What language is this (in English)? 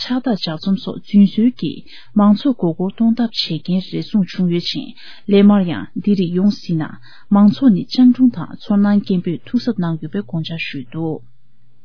Tibetan